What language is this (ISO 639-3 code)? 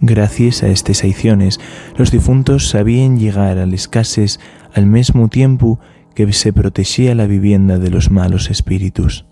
ast